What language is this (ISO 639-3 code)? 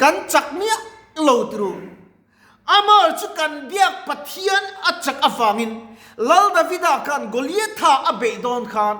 lus